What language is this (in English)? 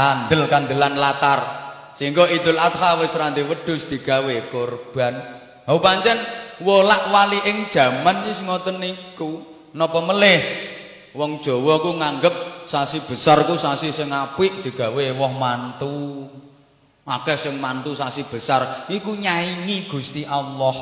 Javanese